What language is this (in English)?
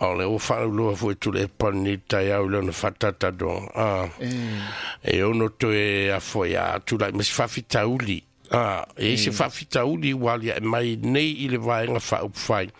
Samoan